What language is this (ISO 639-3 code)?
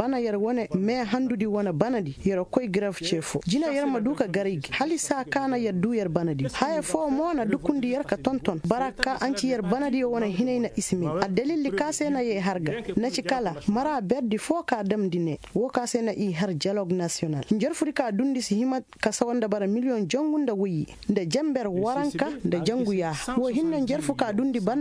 ses